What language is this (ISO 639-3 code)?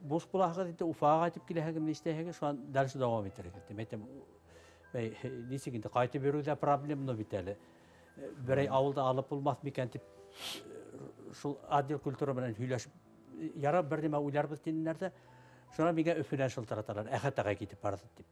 tat